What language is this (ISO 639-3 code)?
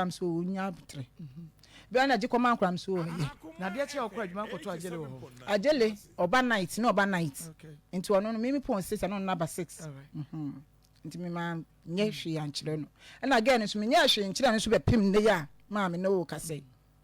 aka